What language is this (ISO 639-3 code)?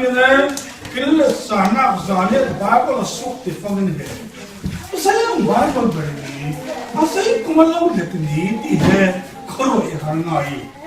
cfm